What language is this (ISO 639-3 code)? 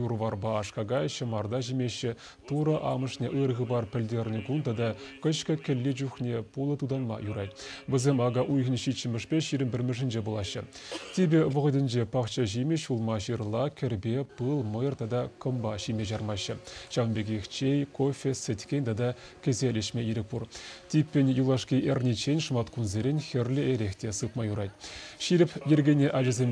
chv